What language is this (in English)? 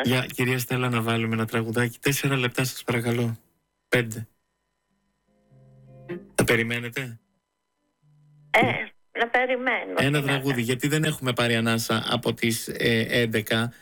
Greek